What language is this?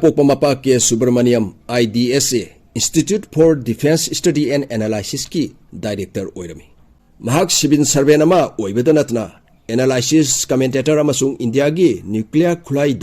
Manipuri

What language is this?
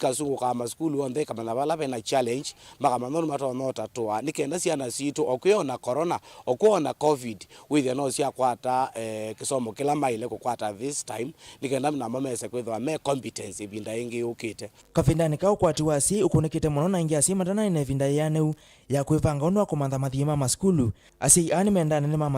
Kamba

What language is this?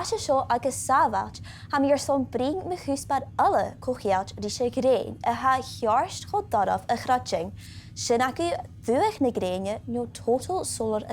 Scottish Gaelic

